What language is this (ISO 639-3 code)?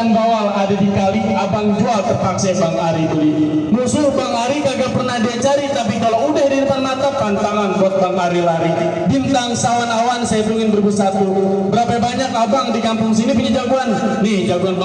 bew